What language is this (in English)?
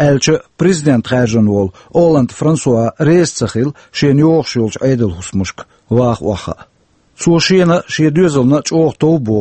Chechen